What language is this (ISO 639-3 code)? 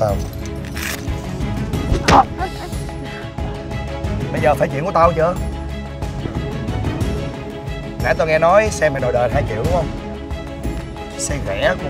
vie